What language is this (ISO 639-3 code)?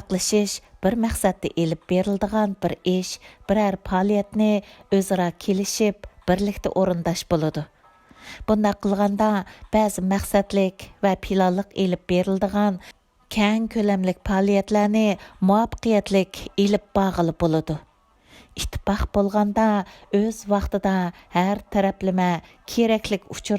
uig